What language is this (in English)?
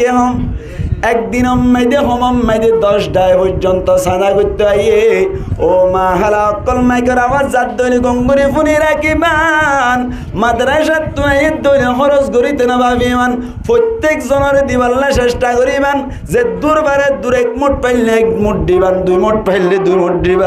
Rohingya